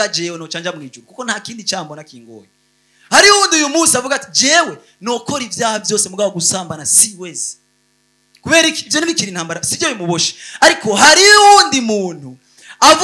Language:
Rundi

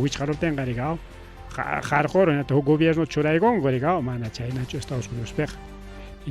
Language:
Ayacucho Quechua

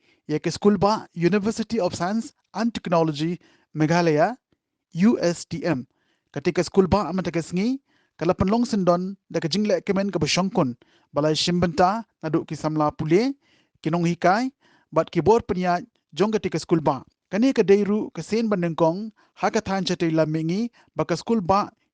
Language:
Khasi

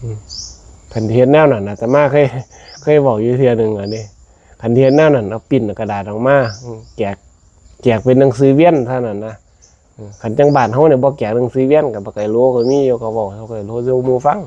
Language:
Northeastern Thai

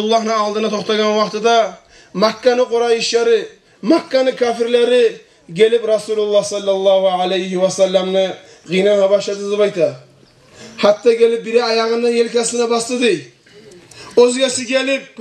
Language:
Kumyk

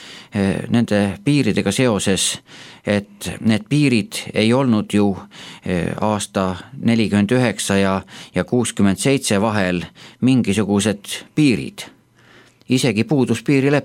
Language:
Estonian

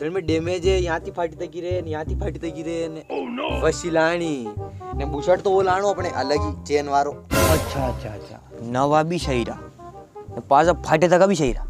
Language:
Rajasthani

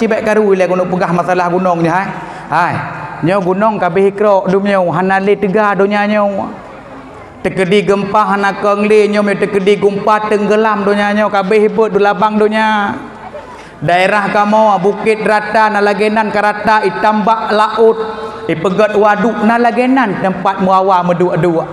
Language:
Achinese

